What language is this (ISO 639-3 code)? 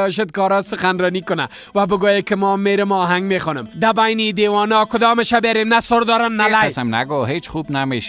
fas